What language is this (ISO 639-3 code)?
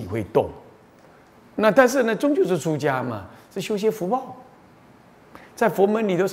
zho